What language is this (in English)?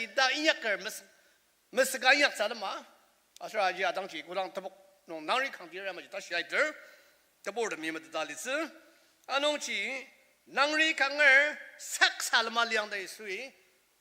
Ao Naga